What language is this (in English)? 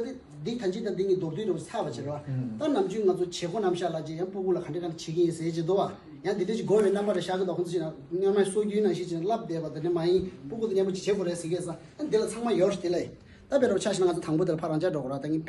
Tibetan